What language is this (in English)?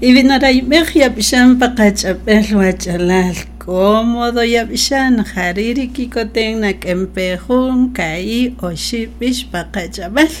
Kaqchikel